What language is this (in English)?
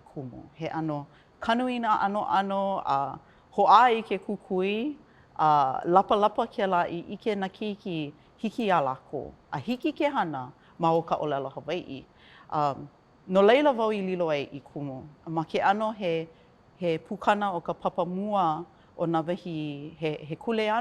Hawaiian